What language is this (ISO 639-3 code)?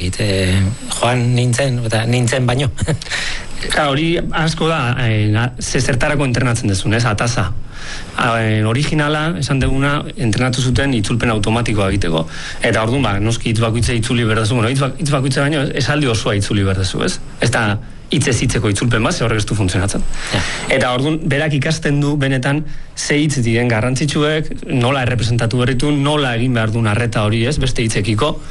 eus